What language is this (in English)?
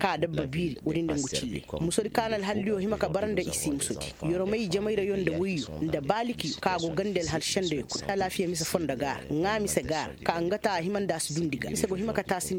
Koyraboro Senni